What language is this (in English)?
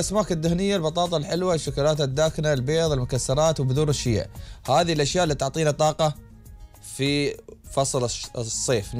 Gulf Arabic